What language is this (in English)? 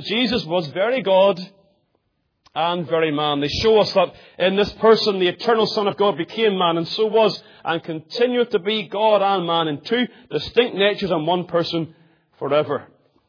English